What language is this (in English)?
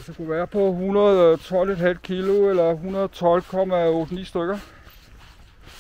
Danish